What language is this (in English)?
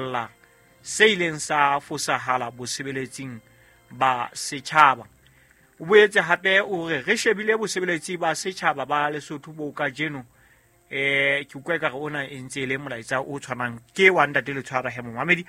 Southern Sotho